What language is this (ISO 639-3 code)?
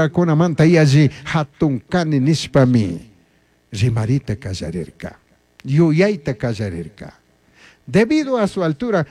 qug